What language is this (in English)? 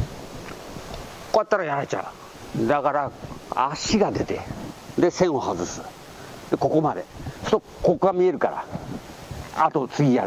Japanese